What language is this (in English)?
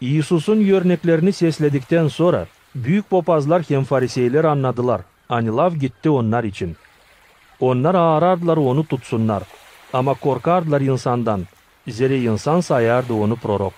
Gagauz